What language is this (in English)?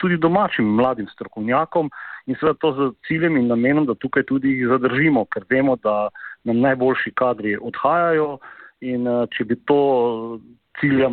Slovenian